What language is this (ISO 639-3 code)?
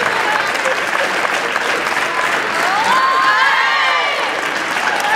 nor